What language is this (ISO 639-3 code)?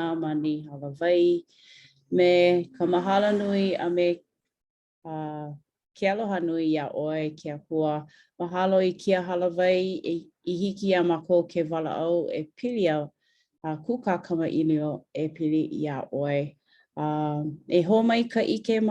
haw